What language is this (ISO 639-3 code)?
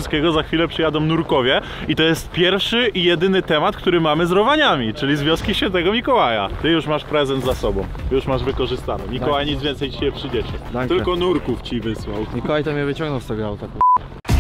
pol